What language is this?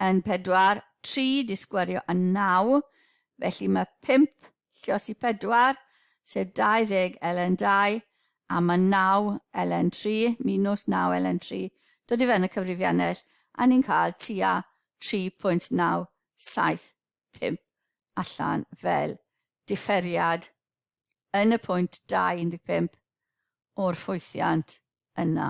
Welsh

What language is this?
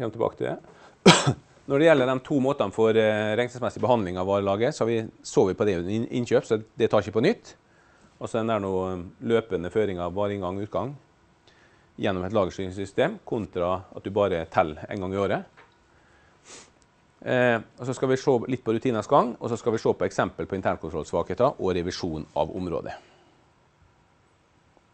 Norwegian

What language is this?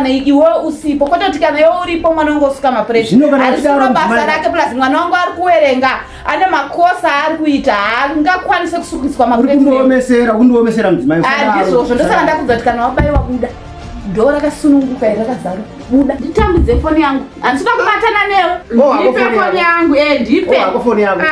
Shona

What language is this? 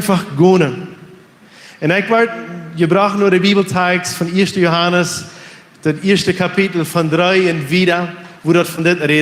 Plautdietsch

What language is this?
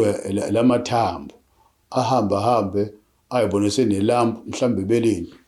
Zulu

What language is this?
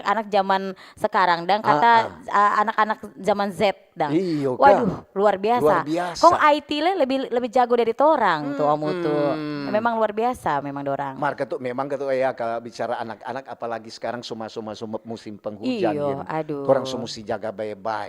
Manado Malay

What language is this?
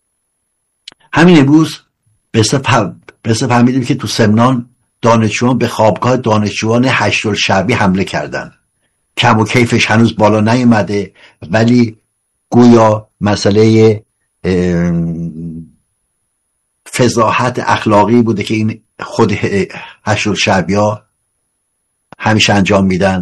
Persian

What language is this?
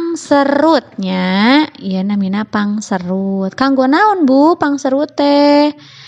Sundanese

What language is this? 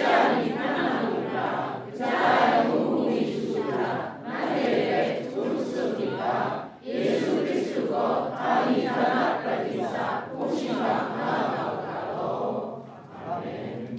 Kachin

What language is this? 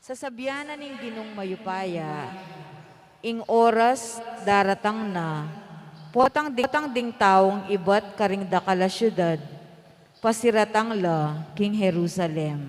Pampanga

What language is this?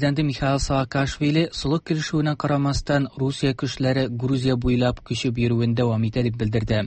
Tatar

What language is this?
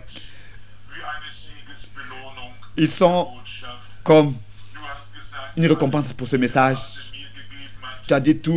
French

